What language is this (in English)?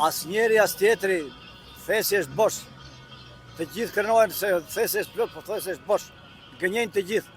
Albanian